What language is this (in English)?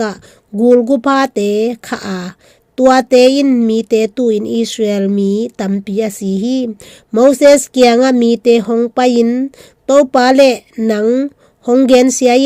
Tedim Chin